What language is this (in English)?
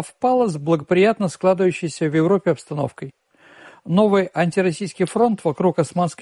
Russian